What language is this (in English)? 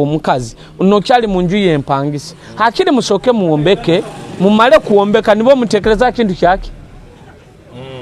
Nyoro